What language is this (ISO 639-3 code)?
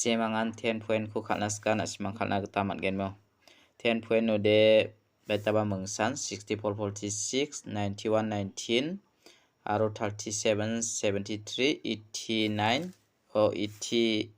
grt